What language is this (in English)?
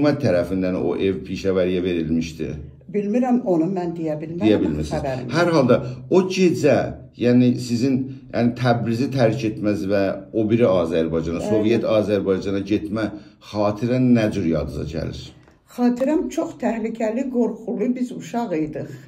South Azerbaijani